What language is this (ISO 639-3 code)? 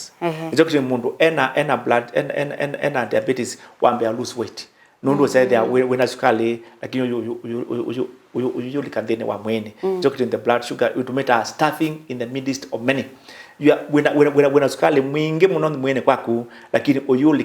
kam